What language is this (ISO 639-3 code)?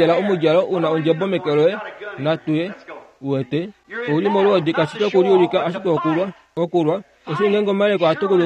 kua